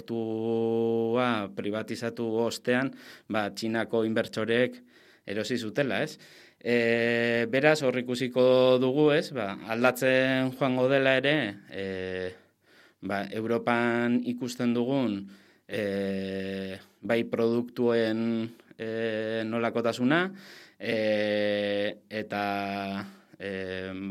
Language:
Basque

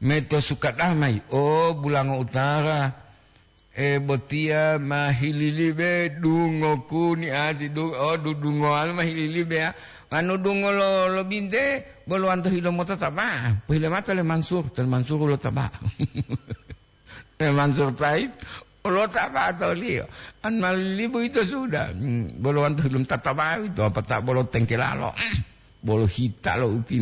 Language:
Gorontalo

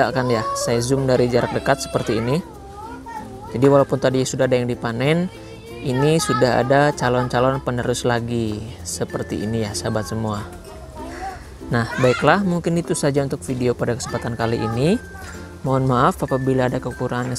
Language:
Indonesian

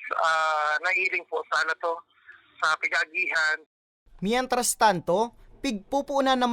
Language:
Bikol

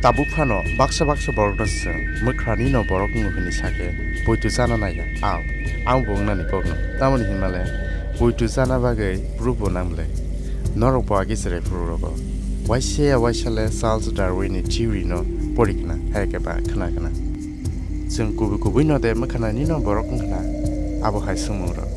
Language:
Kok Borok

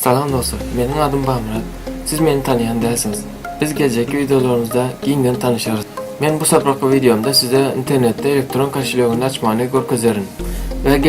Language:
Turkmen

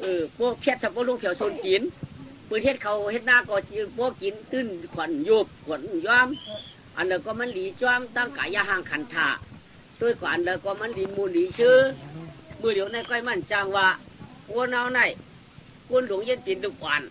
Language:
Shan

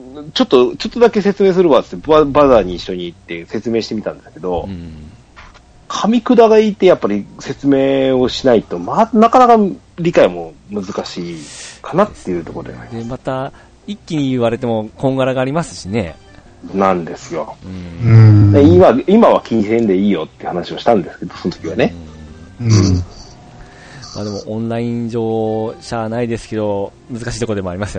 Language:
Japanese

